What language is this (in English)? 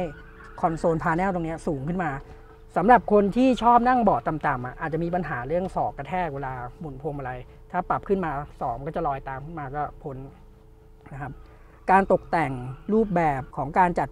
Thai